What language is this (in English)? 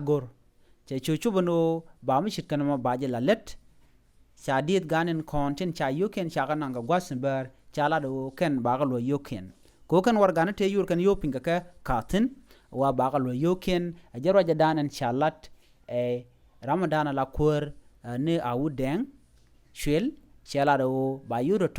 Nuer